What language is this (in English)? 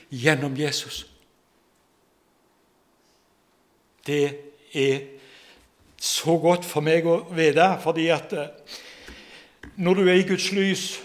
Norwegian